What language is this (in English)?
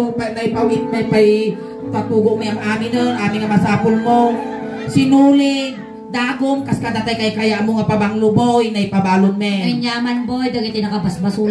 Iloko